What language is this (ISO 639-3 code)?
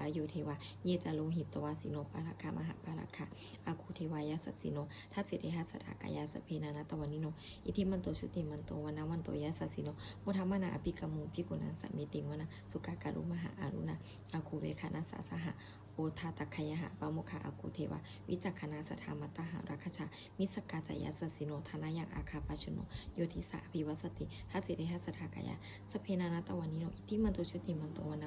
pli